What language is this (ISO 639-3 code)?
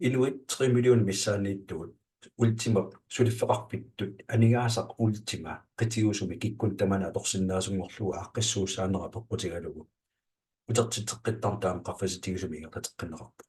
kal